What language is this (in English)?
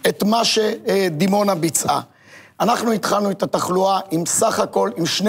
Hebrew